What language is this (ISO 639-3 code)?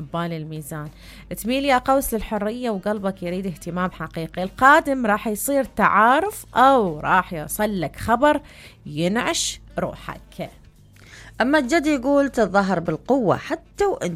acm